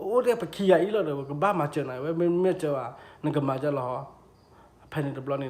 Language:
S'gaw Karen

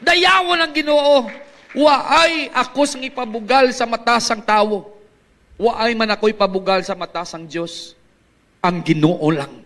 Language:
Hiligaynon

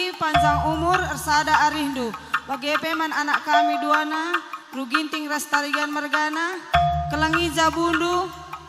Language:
Batak Karo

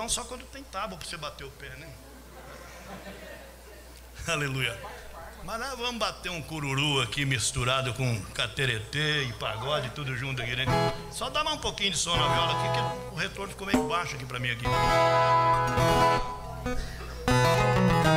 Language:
Portuguese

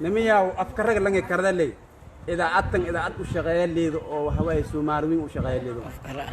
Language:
Somali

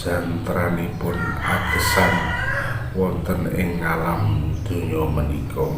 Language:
Javanese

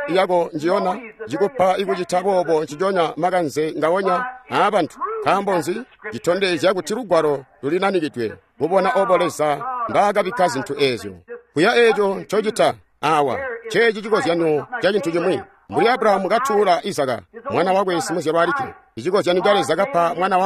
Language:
Tonga (Zambia)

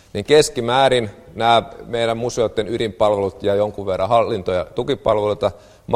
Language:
Finnish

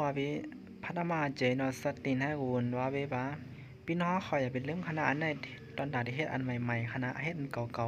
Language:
Shan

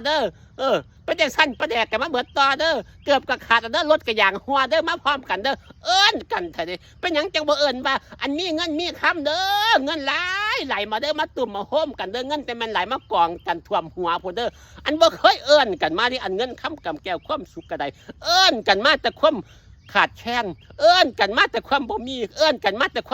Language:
Northeastern Thai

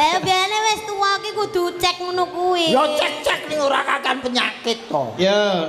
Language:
Javanese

